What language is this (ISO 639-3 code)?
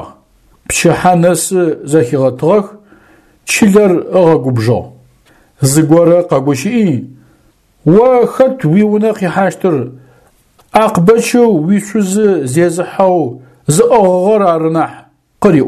ady